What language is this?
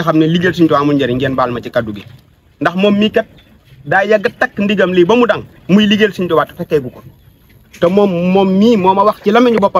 Wolof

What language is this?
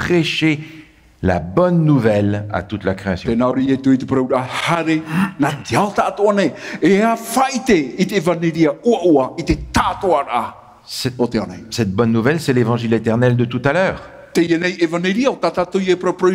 Tahitian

